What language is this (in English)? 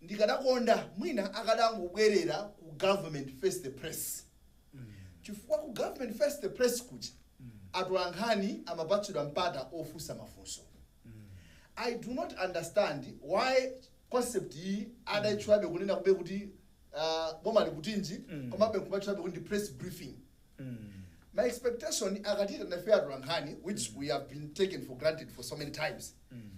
Nyanja